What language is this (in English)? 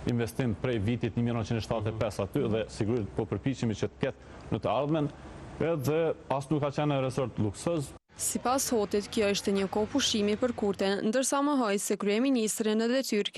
Albanian